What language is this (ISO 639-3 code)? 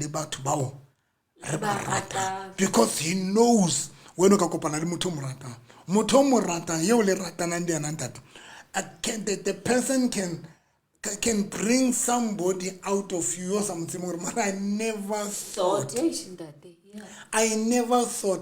sot